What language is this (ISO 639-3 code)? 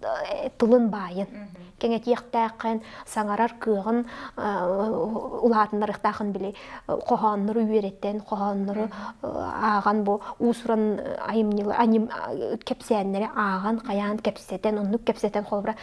sah